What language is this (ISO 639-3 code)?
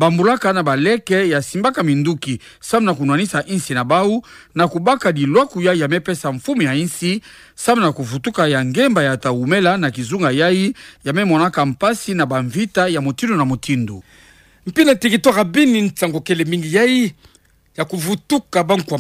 ktu